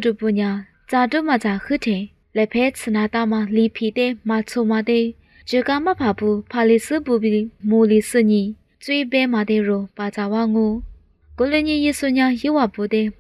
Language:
Lisu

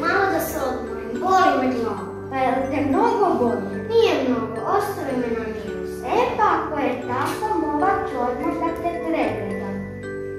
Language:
Serbian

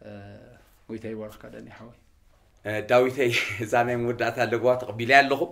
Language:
Tigrinya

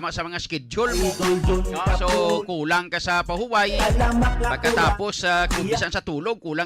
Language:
Hiligaynon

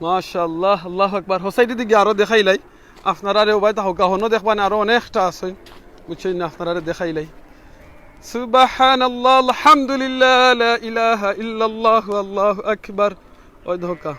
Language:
Sylheti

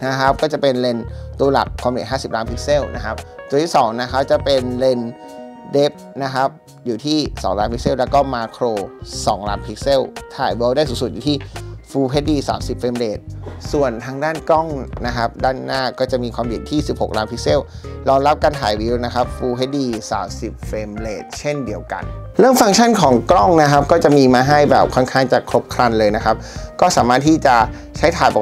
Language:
Thai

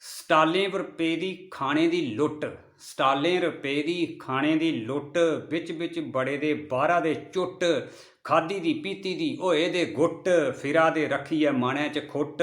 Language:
Dogri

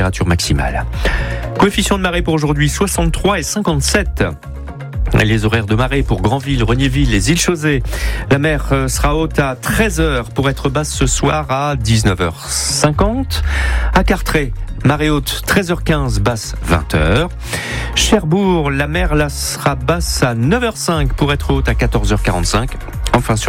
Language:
French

